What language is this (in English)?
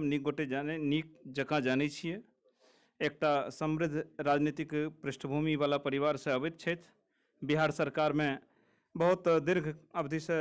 Maithili